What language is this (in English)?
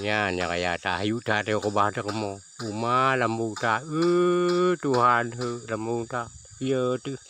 Achinese